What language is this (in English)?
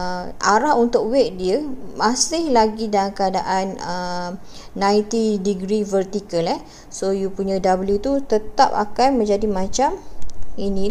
Malay